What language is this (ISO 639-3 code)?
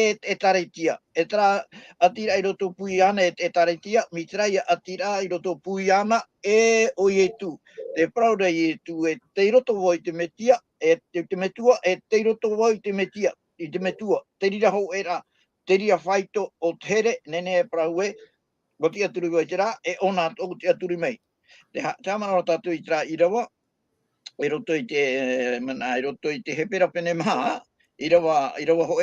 tah